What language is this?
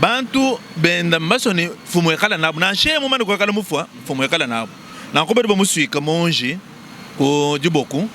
Luba-Lulua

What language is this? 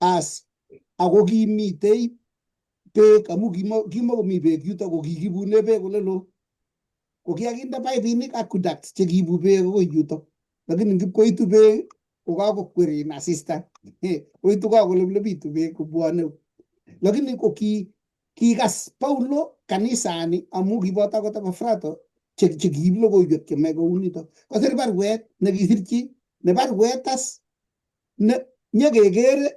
Kalenjin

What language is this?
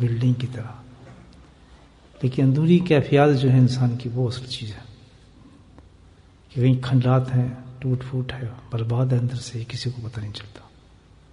Urdu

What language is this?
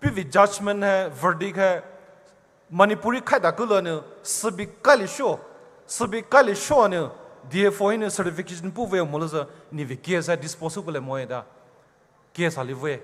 Poumei Naga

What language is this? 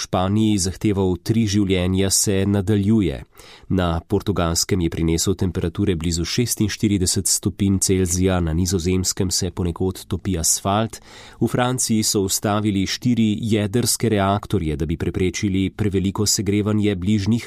Slovenian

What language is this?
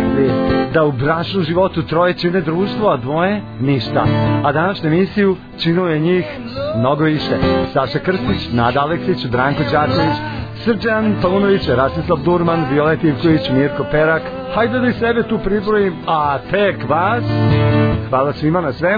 Serbian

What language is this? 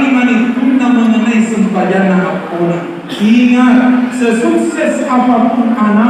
Buginese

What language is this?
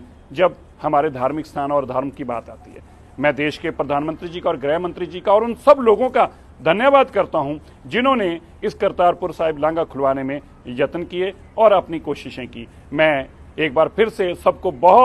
Punjabi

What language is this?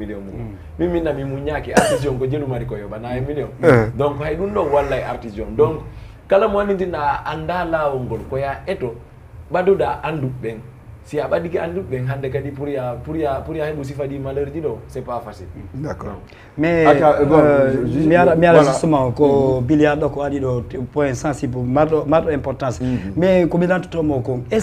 Fula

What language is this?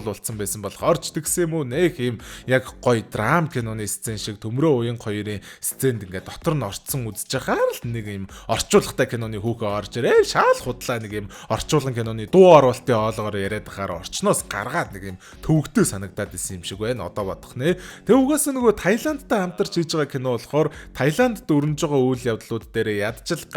Mongolian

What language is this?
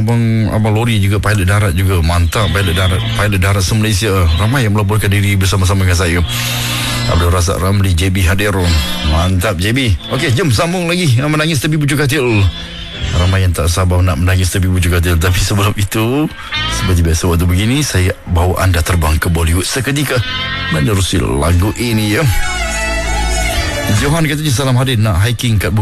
Malay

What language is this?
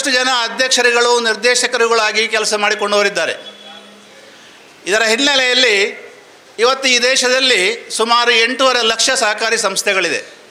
Kannada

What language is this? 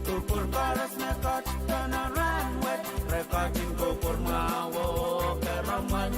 Pohnpeian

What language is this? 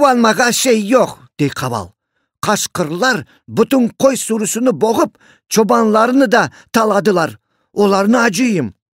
Crimean Tatar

